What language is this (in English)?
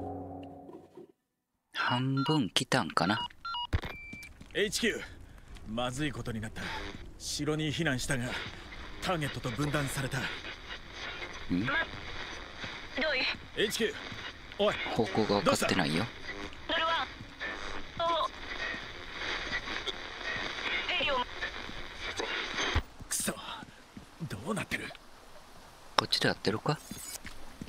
Japanese